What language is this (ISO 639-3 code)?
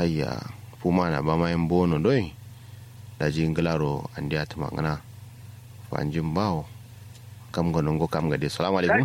kau